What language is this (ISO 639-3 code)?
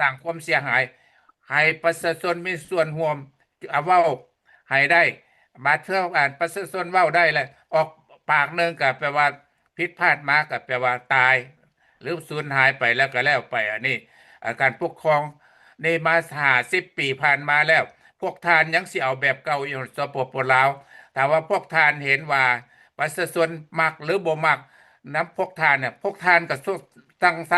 lao